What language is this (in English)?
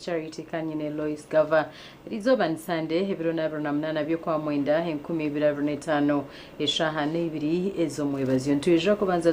Nyankole